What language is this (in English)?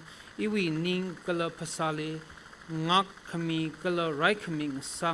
Tangkhul Naga (India)